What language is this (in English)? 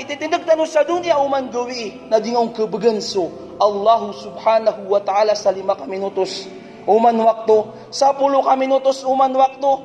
Maranao